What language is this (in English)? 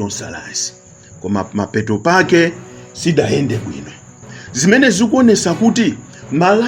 Nyanja